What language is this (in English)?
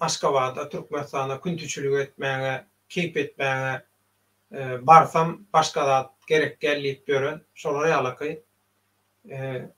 Turkmen